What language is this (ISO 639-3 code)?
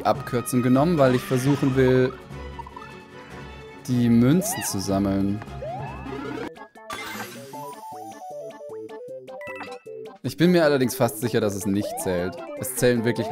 deu